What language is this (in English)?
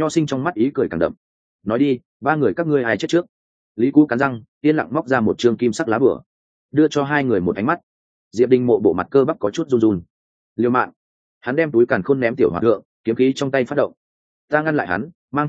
Vietnamese